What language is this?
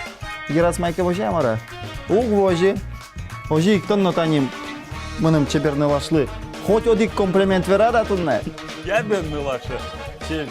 Udmurt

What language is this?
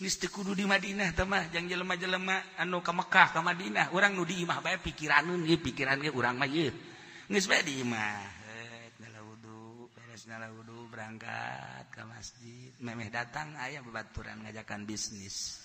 Sundanese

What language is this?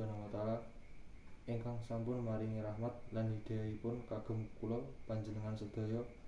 Javanese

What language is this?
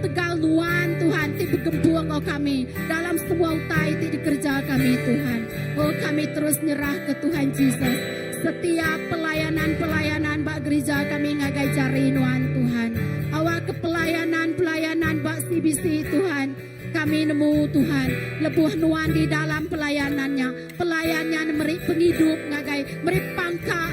Iban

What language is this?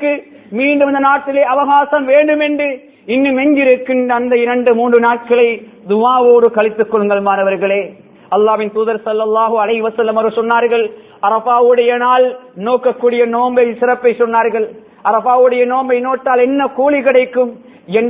Tamil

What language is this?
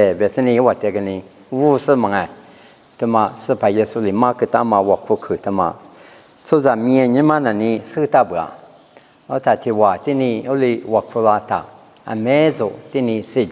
Lisu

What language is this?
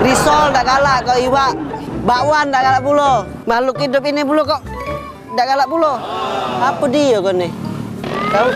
Musi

